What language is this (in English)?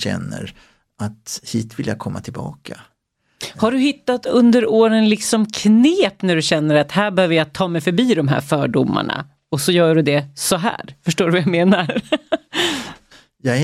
Swedish